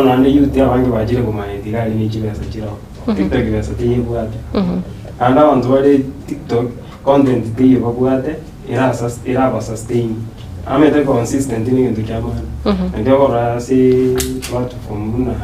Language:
Gusii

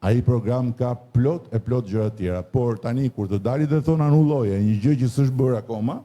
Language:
Albanian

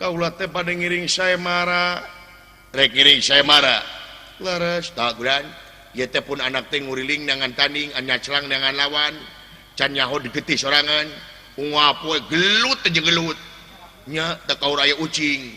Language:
Sundanese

